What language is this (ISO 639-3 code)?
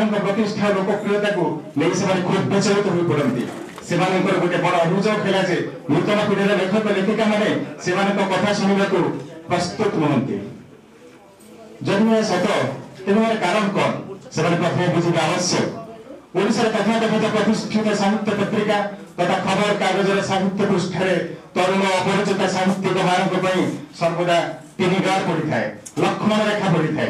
ori